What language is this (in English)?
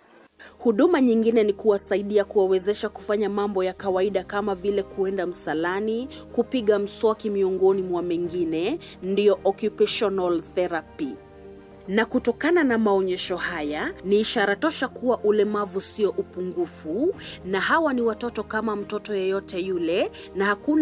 Swahili